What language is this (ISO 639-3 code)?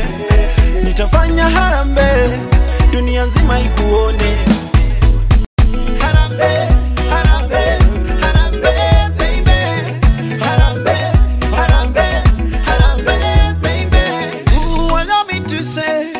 swa